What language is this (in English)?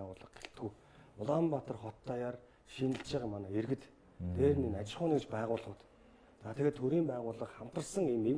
Mongolian